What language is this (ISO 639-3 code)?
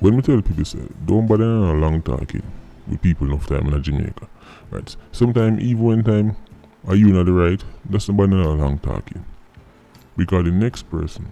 jam